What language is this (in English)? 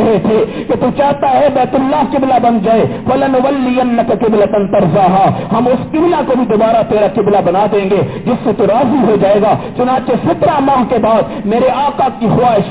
Urdu